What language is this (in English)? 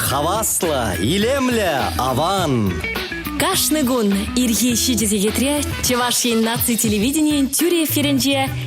Chuvash